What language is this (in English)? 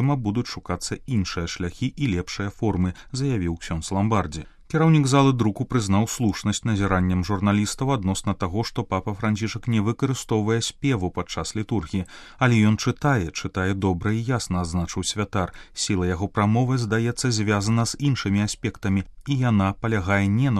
Belarusian